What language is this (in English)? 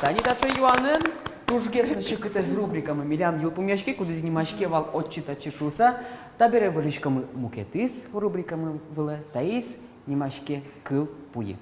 Udmurt